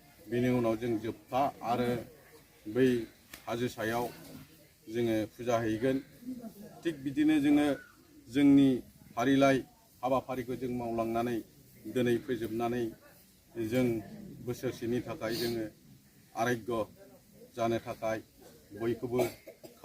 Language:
Bodo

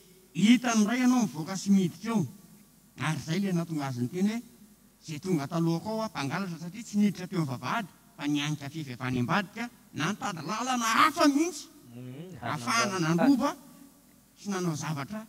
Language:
Malagasy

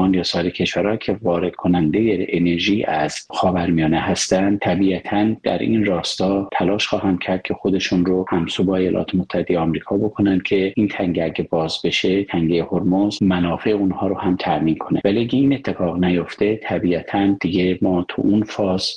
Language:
Persian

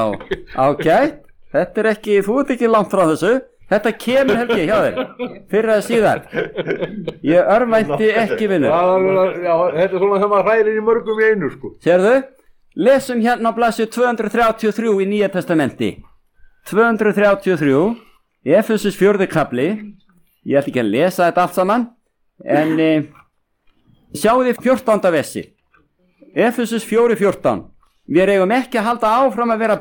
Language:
Icelandic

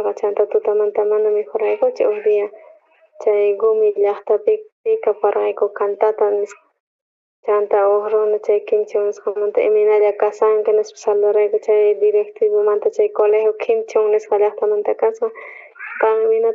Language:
South Bolivian Quechua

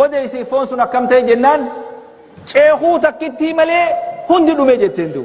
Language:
Oromo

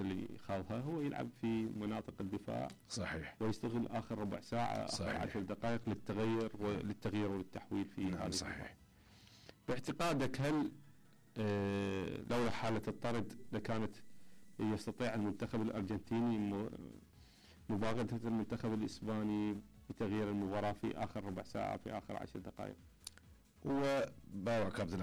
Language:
Mesopotamian Arabic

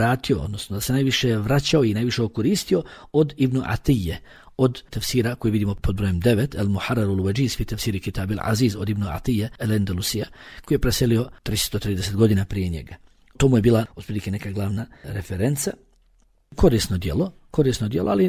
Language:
Bosnian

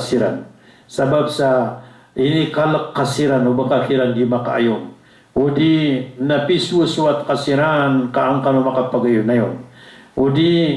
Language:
Maranao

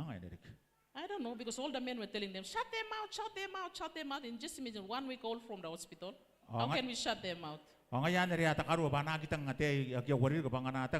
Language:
Gilbertese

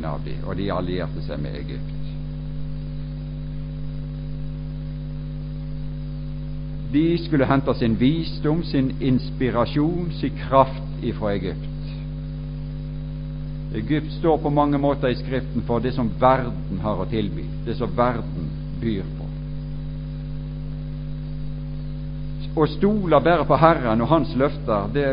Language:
Norwegian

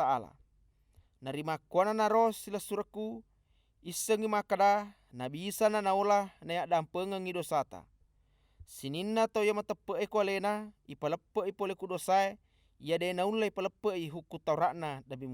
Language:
Buginese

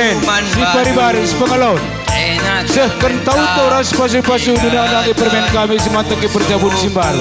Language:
Batak Karo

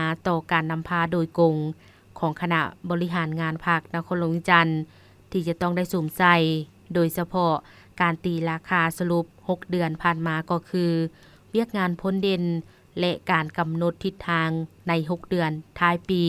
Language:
Lao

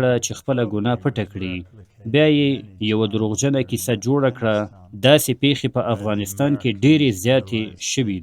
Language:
Pashto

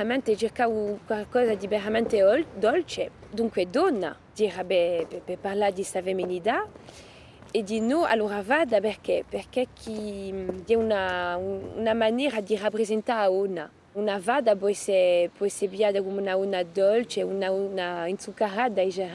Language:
Corsican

